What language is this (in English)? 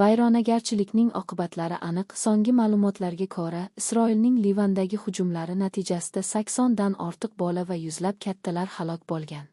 Uzbek